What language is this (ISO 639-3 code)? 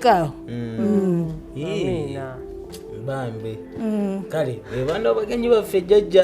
lug